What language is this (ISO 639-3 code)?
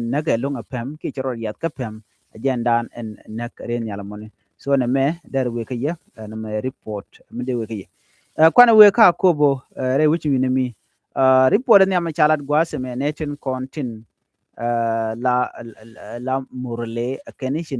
nus